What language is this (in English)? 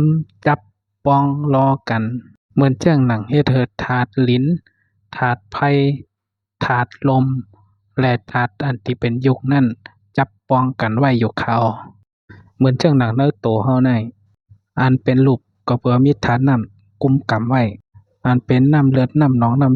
Shan